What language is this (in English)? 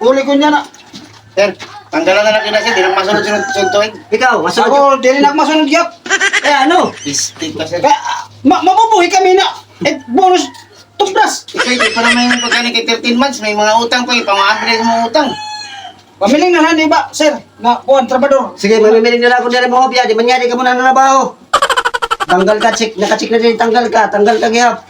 Waray